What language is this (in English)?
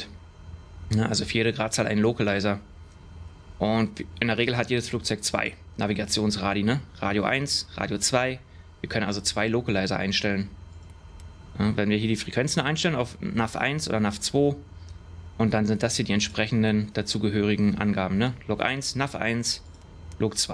German